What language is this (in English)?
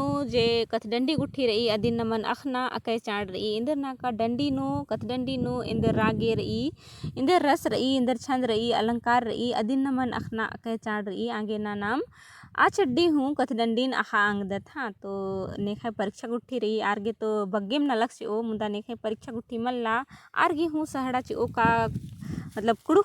Kurukh